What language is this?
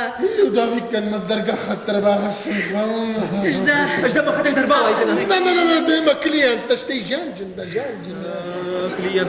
Ossetic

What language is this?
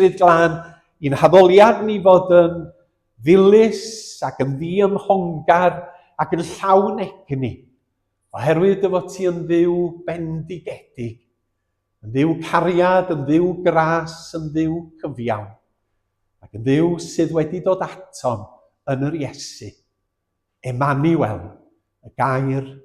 Welsh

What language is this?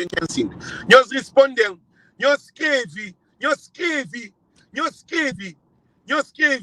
Kabuverdianu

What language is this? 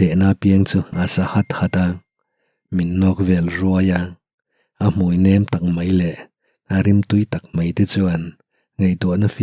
Mizo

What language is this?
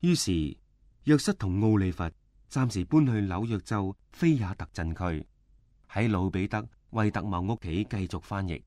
Cantonese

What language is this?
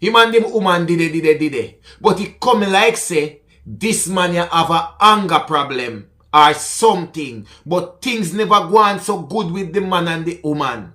Jamaican Creole English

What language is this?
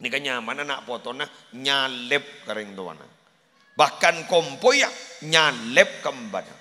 Madurese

